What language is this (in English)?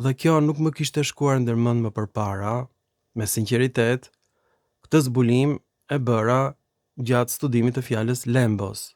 Albanian